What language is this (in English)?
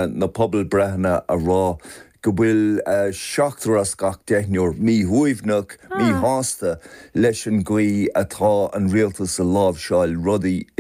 Irish